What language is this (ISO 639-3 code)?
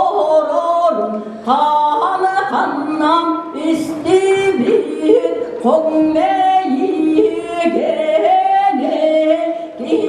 sah